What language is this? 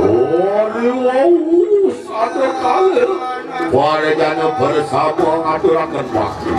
Balinese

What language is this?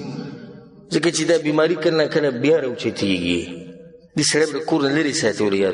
Pashto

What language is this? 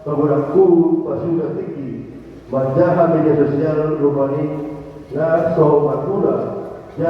Batak Toba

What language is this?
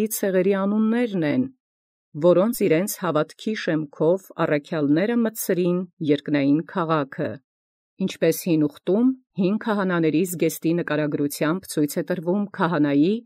Armenian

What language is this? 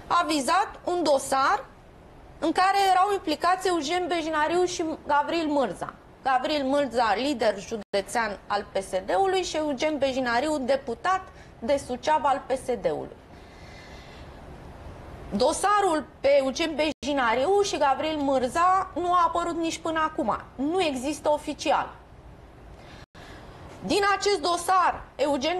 Romanian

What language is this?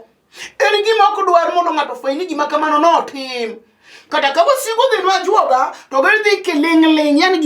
Luo (Kenya and Tanzania)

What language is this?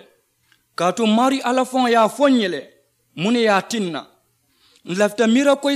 Mandingo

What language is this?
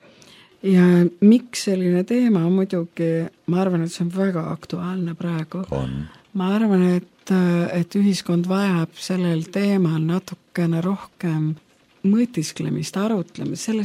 Estonian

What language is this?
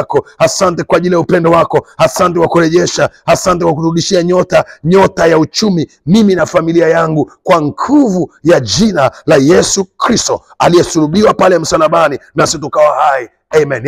Swahili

